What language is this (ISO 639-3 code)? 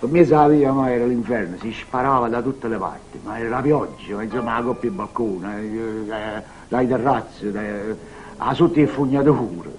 nap